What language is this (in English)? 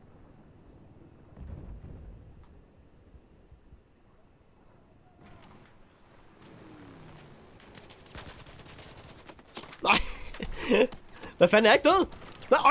Danish